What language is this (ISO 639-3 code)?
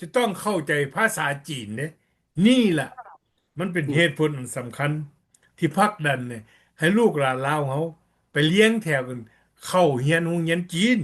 lao